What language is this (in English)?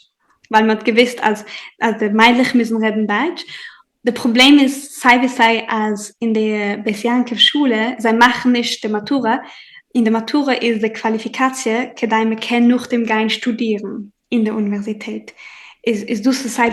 Yiddish